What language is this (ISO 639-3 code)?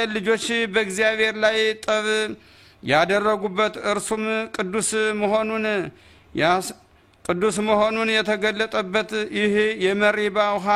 amh